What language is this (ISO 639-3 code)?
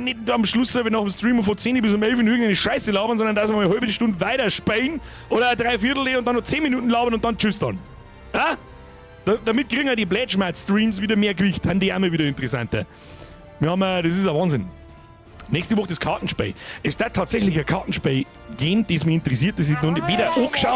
bar